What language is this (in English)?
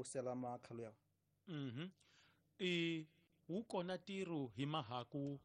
Tsonga